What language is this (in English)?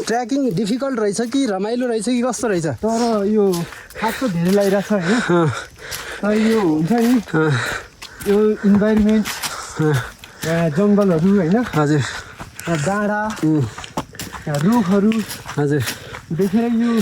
Nepali